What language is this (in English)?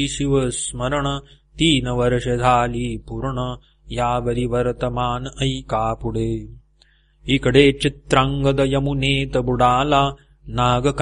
Marathi